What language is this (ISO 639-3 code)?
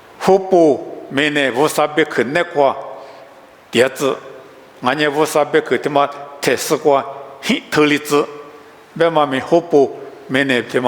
lis